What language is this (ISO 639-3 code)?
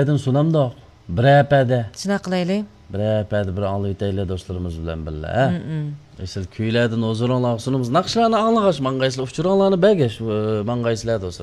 uig